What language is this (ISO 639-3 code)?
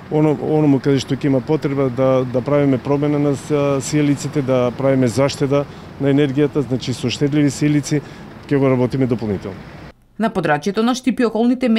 mkd